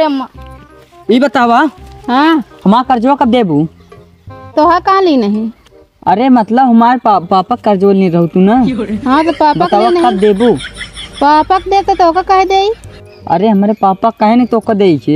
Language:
Awadhi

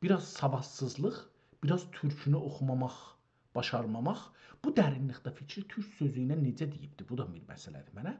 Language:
South Azerbaijani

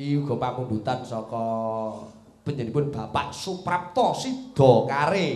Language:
Javanese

